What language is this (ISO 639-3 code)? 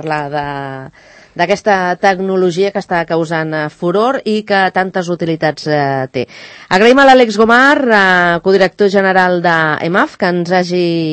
cat